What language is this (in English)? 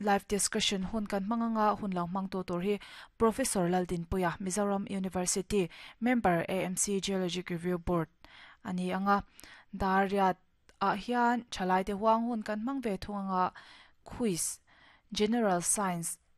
Mizo